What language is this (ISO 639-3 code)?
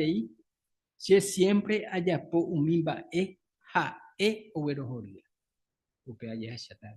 grn